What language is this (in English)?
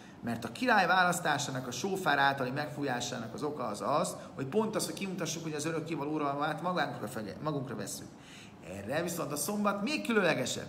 Hungarian